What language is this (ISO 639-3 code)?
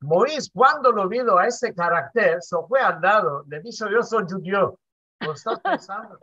lad